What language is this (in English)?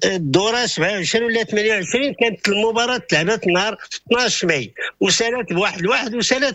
Moroccan Arabic